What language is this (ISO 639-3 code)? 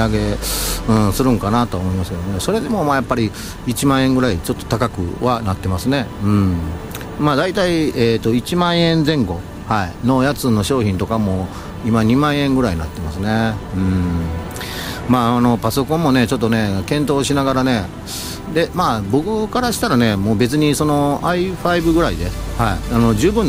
jpn